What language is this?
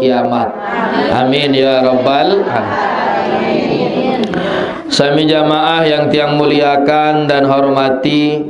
Sasak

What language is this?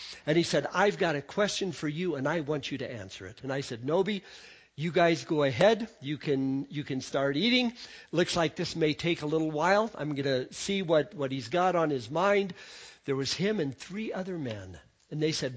English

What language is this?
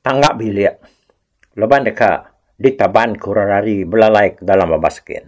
Iban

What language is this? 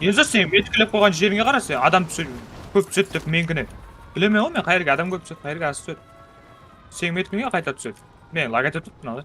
Kara-Kalpak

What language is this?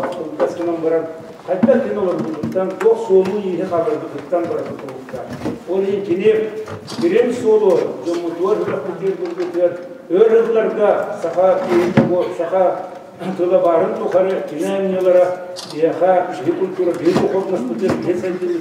Yakut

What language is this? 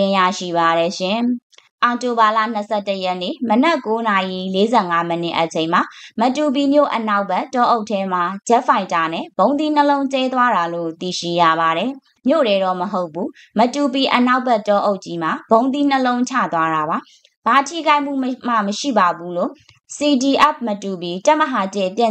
Burmese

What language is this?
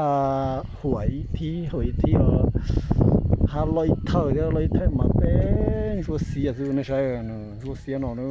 Hmong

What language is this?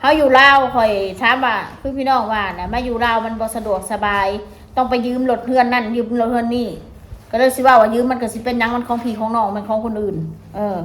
Northeastern Thai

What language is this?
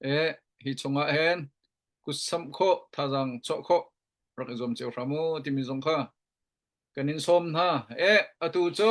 Hakha Chin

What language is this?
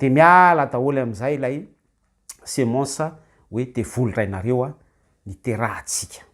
Malagasy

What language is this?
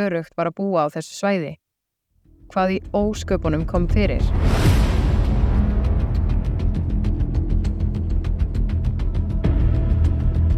Icelandic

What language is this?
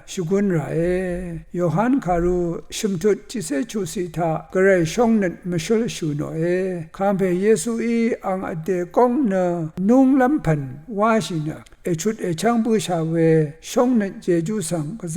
Rawang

